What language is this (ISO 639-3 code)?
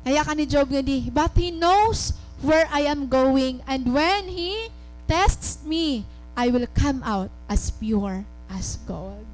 war